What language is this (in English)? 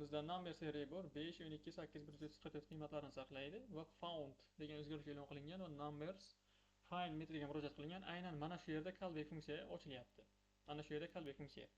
Uzbek